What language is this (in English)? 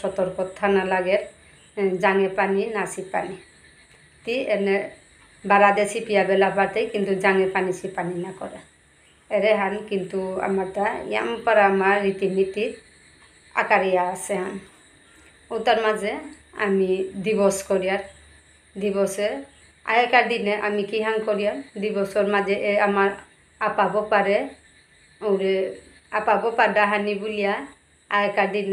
Bishnupriya